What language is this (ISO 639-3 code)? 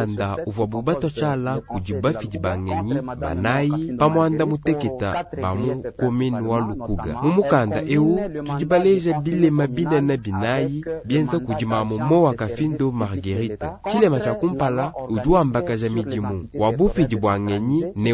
lua